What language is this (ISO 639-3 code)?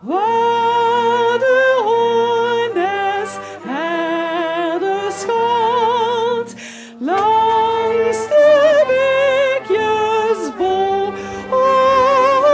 lim